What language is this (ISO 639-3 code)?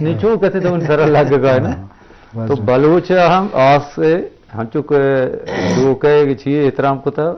bgp